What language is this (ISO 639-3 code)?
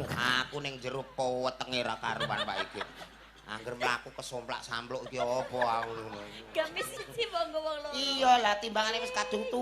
jav